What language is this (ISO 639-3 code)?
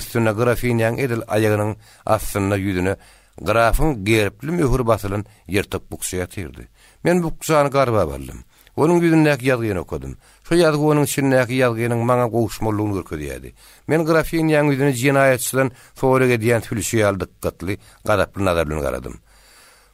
tuk